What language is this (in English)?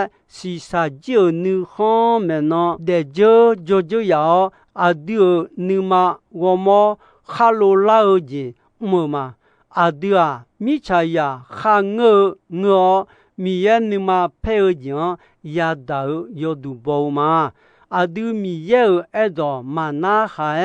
Akha